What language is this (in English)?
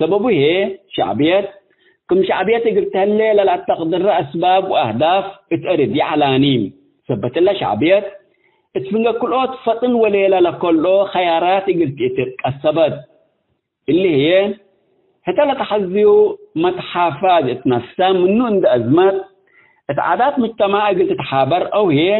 Tigre